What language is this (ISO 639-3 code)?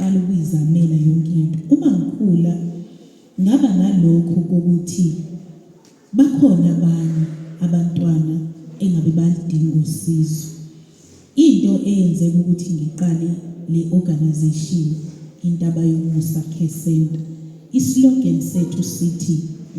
zul